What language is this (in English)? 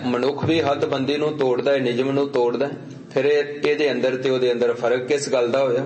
Punjabi